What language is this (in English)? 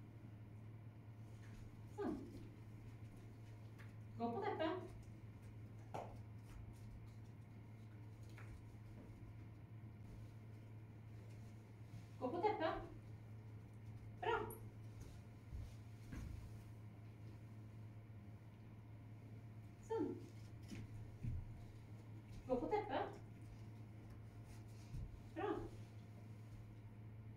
Norwegian